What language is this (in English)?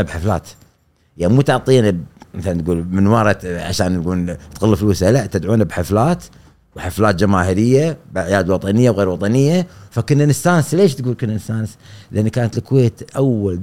Gulf Arabic